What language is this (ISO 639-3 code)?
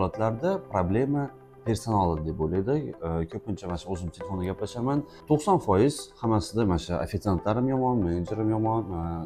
uzb